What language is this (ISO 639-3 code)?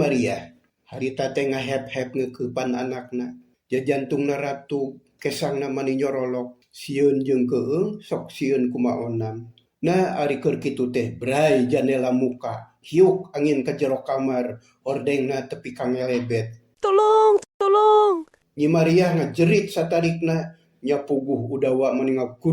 sun